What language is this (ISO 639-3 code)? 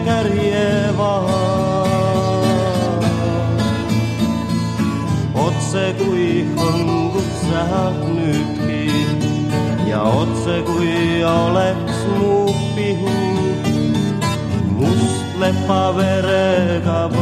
est